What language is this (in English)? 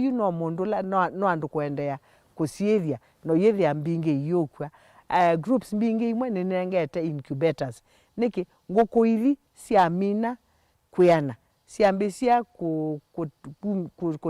Kamba